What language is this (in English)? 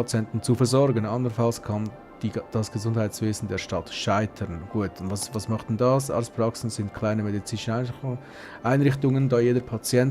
Swiss German